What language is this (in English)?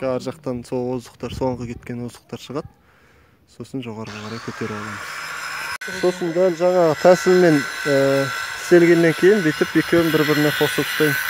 Kazakh